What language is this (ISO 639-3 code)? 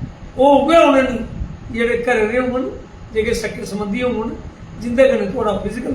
doi